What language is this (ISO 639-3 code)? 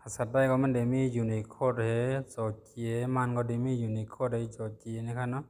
shn